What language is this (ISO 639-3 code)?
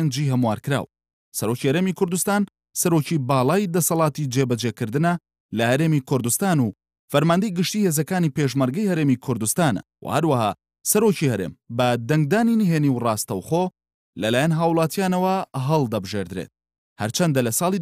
ckb